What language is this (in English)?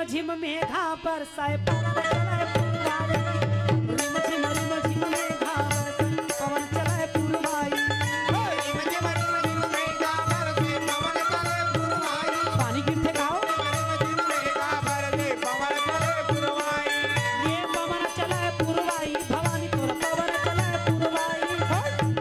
Chhattisgarhi